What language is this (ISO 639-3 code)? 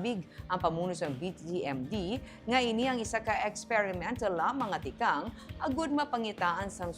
hil